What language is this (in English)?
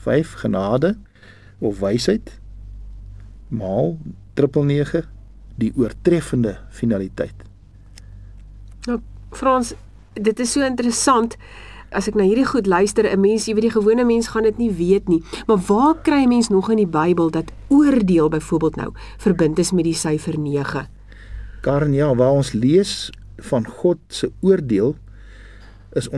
Afrikaans